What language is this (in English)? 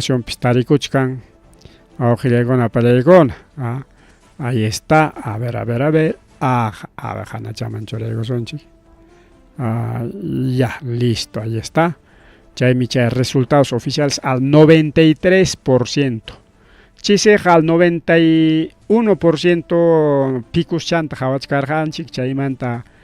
Ayacucho Quechua